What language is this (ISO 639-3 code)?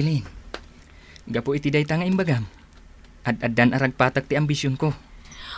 ilo